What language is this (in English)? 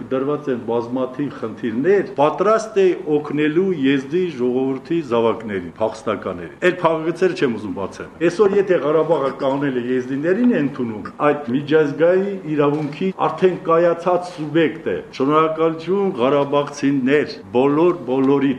Armenian